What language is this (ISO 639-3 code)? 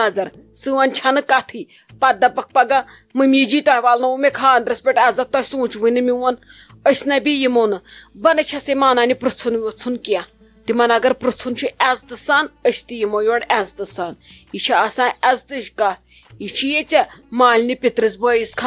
kas